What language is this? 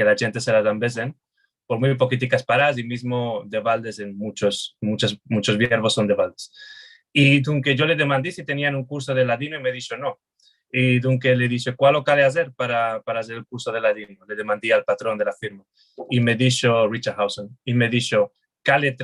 Ladino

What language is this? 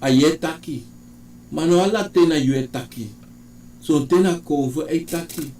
Sranan Tongo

